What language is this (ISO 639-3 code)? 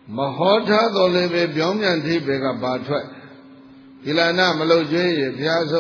mya